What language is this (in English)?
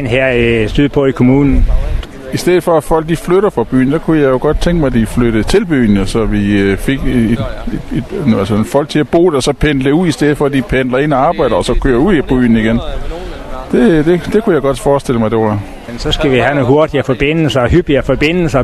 Danish